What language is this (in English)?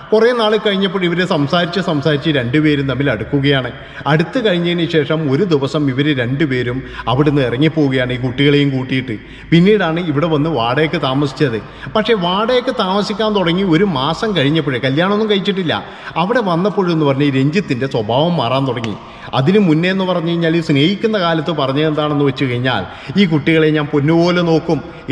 Malayalam